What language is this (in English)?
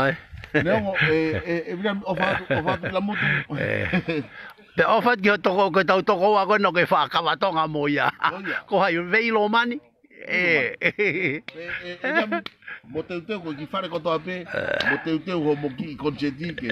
Tongan